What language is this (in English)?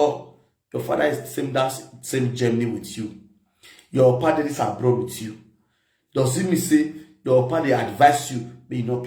Nigerian Pidgin